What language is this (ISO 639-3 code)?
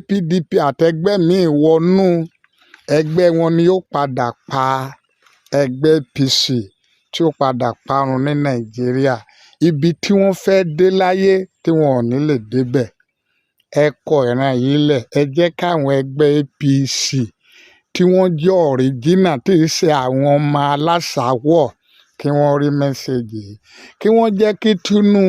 yor